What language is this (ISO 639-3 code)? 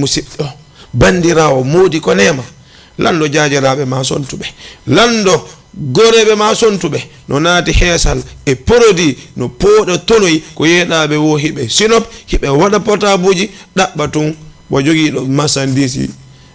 ful